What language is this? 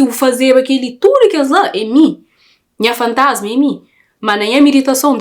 Kabuverdianu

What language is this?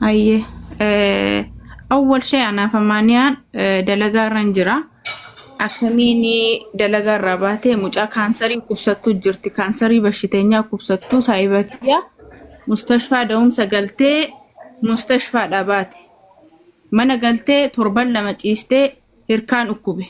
Oromo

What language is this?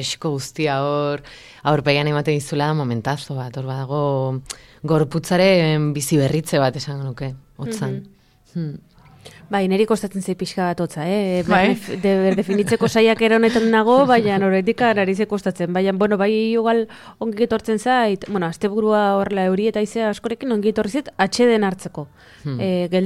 Basque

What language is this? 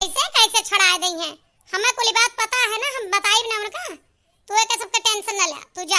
Awadhi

